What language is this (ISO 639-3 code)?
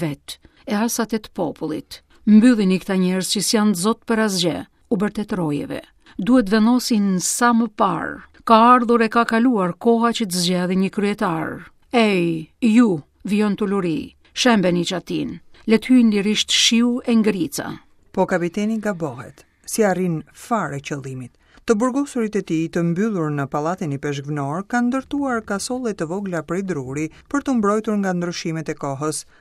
sqi